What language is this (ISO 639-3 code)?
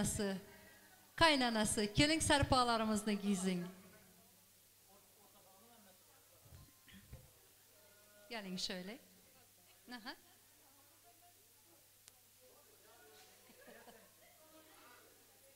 tur